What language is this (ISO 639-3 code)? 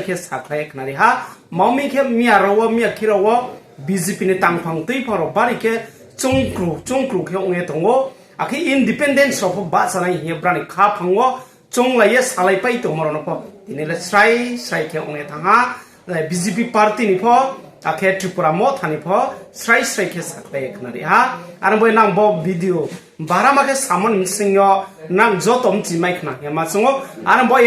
ria